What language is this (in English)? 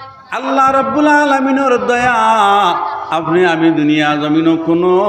Sylheti